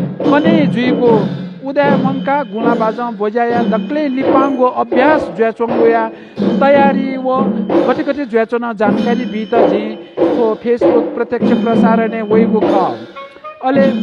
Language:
Newari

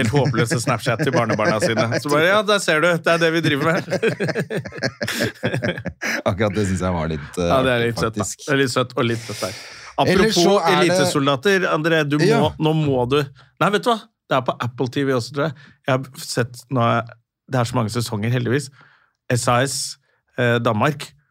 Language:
Norwegian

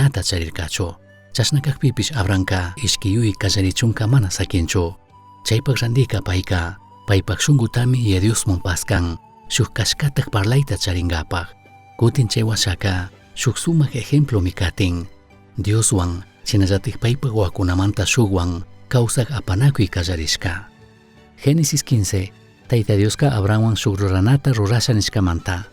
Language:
Chimborazo Highland Quichua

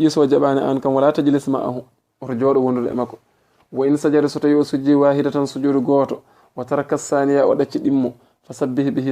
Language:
Fula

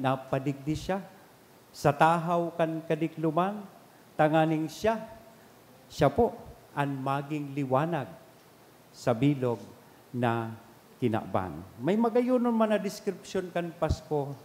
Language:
Bikol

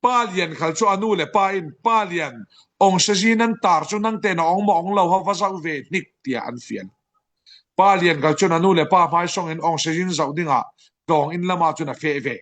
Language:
Falam Chin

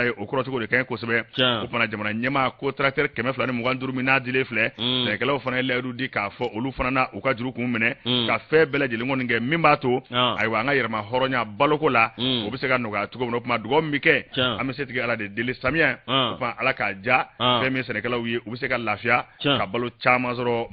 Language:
Bambara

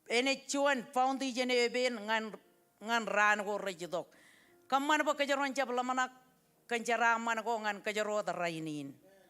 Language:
Marshallese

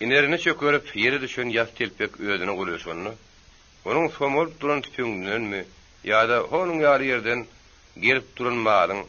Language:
Turkmen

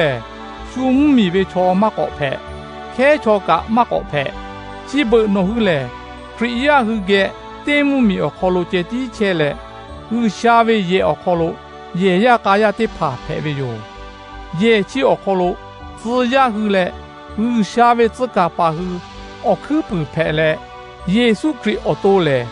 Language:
Lahu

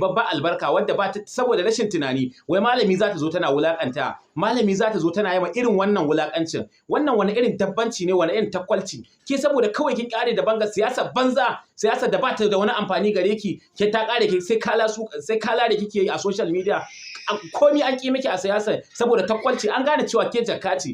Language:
Hausa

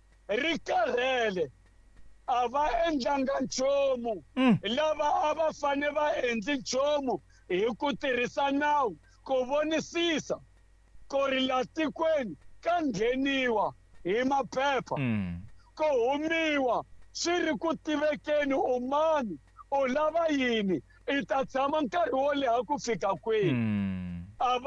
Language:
Tsonga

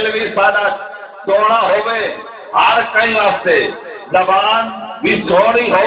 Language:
Saraiki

